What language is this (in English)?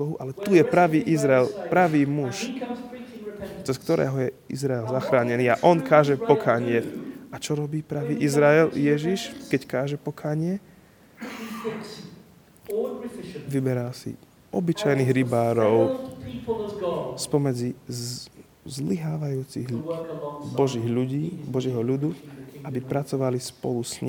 Slovak